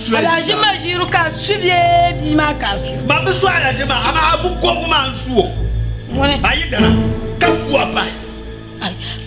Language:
Dagbani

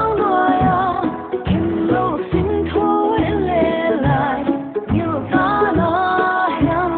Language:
Paite Chin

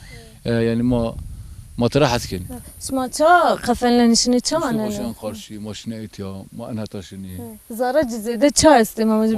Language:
Zaza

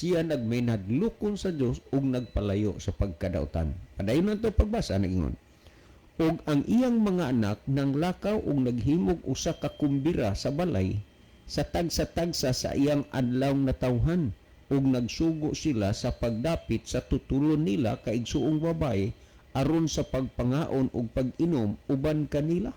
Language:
Cebuano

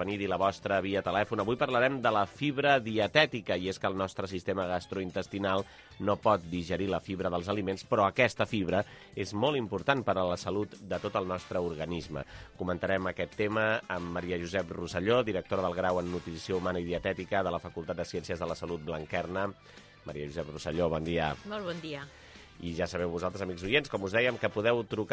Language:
Catalan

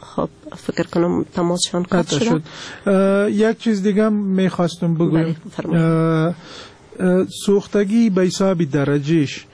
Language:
Persian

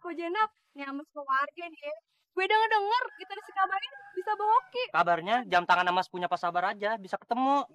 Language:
Betawi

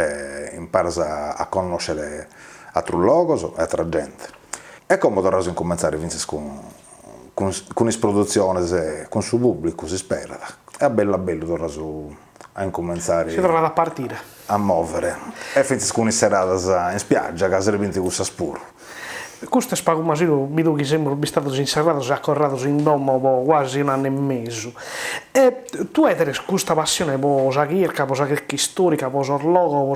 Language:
Sardinian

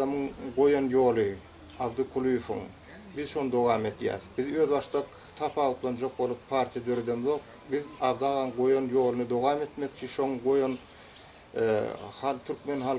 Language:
Turkmen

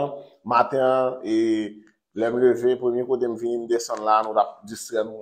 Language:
Haitian Creole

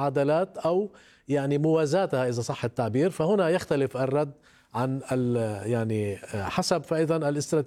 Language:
Arabic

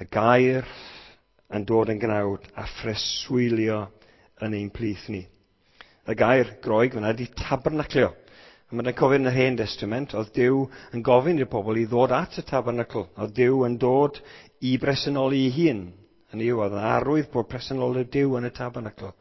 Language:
Welsh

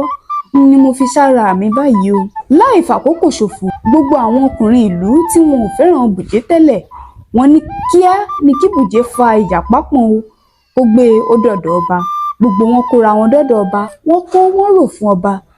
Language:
Yoruba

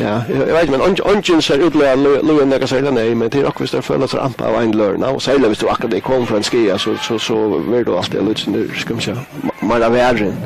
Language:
Faroese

